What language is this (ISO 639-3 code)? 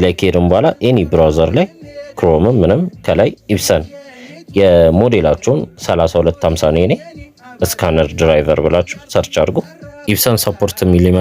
amh